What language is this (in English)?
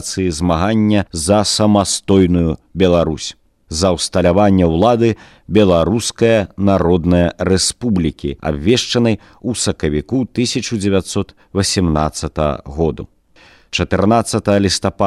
Belarusian